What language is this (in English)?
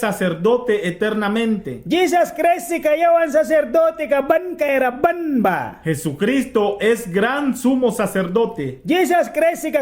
Mískito